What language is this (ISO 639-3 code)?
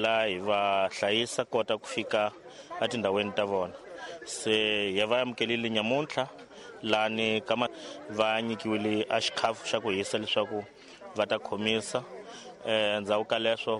tso